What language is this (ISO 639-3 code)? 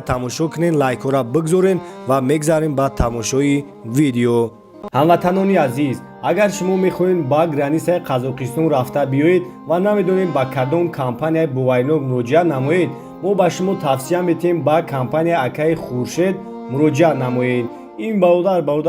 tgk